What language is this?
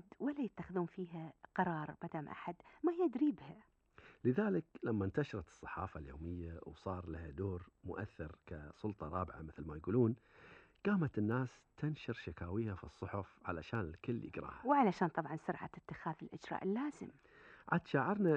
Gulf Arabic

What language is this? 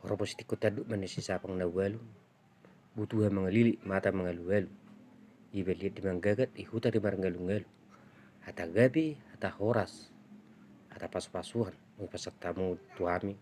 Batak Toba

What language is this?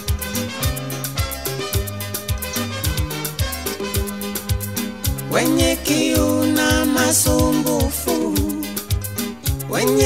Swahili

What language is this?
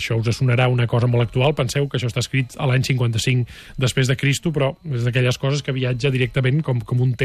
Catalan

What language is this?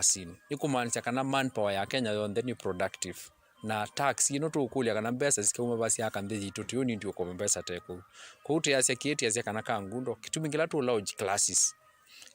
Kamba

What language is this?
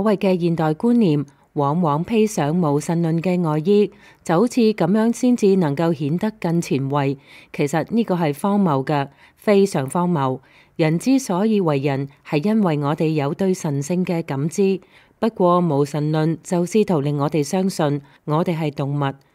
Cantonese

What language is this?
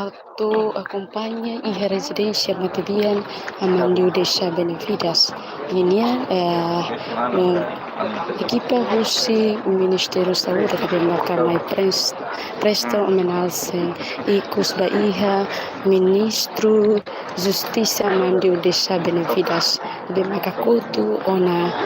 Tetum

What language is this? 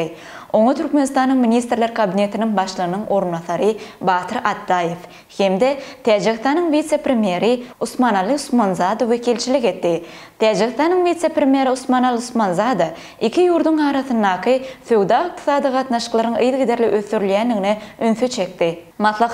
Turkmen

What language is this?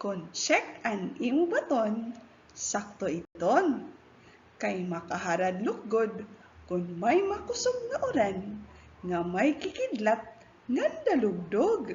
Waray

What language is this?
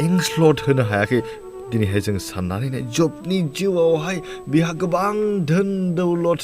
Bodo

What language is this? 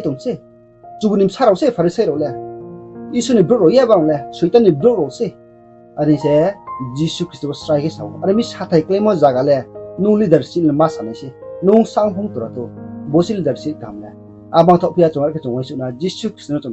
Riang (India)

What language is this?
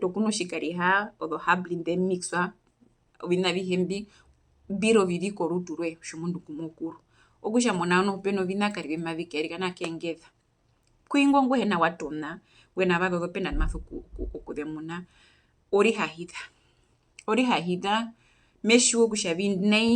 Herero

